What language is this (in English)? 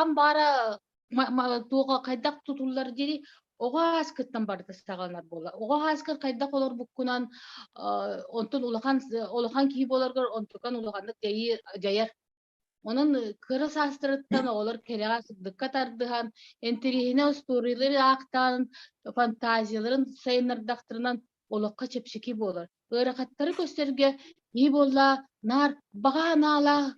Yakut